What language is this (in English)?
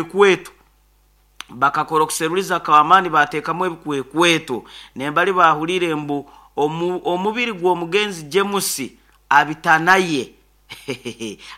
Nyoro